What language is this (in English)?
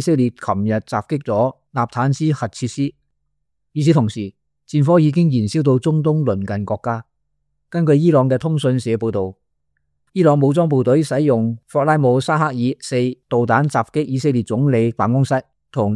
Cantonese